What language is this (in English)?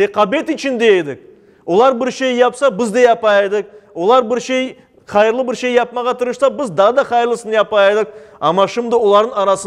Crimean Tatar